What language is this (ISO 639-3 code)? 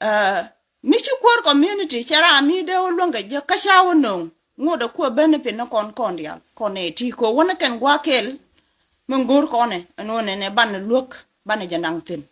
nus